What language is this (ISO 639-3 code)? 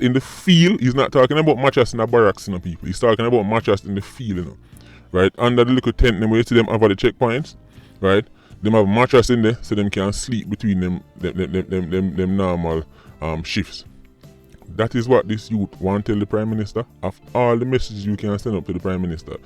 jam